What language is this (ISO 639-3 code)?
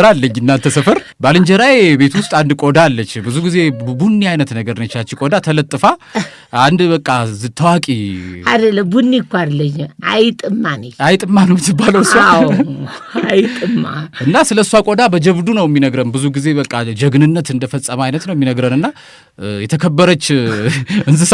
amh